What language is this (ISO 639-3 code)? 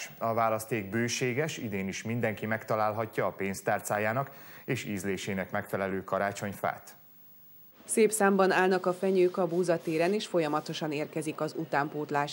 hun